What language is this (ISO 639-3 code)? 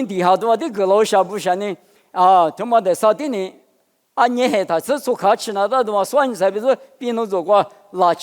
lis